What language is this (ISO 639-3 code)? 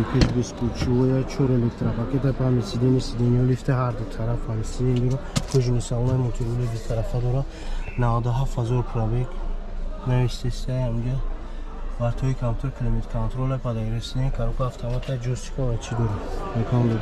tgk